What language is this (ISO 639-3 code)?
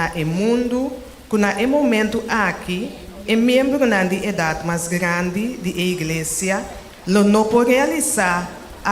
pap